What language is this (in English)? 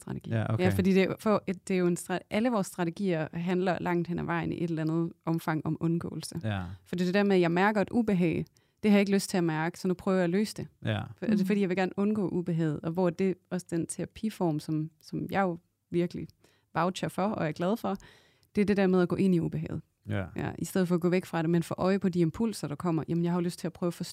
Danish